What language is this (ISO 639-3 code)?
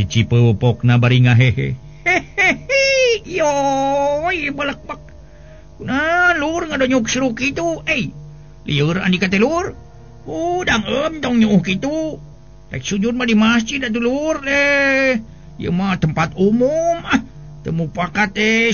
sun